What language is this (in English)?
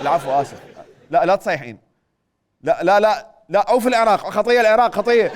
Mesopotamian Arabic